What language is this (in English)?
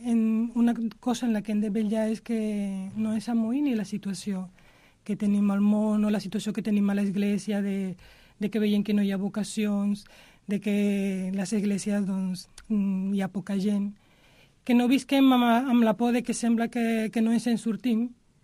Catalan